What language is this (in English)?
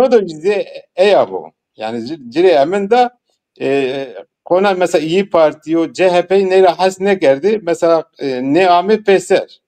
Zaza